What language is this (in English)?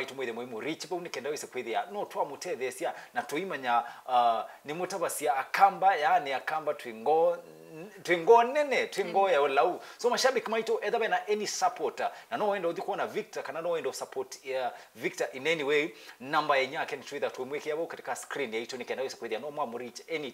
Kamba